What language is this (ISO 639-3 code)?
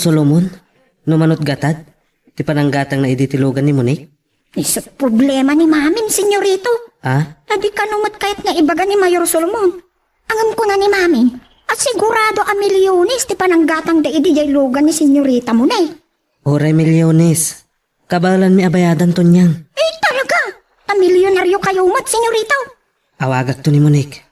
ilo